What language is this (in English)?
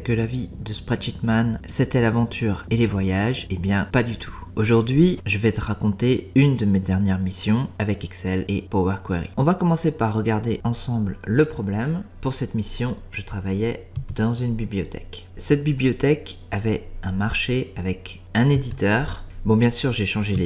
French